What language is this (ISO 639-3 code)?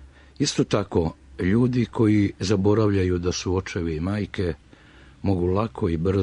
srp